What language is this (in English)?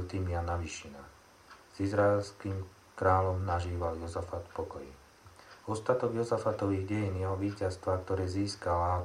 Slovak